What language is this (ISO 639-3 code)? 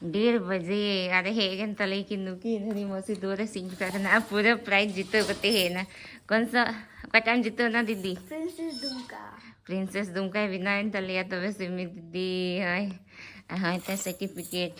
sat